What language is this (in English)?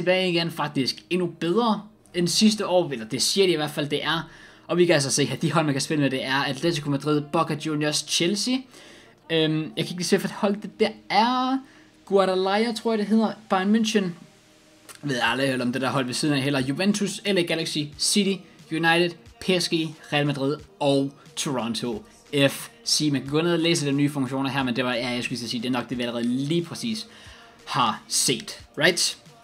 Danish